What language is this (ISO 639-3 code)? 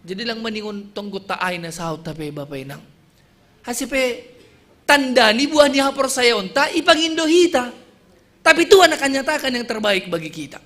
bts